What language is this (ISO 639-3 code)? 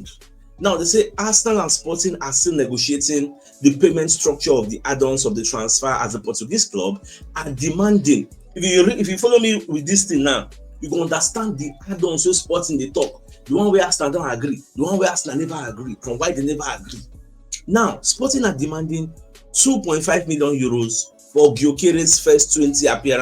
pcm